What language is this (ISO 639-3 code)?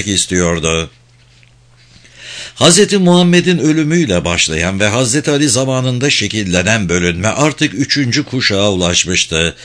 tur